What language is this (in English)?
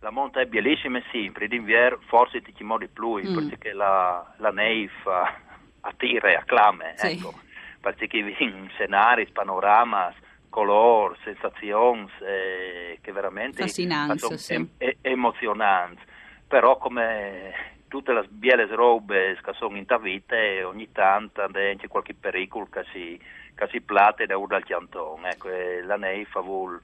Friulian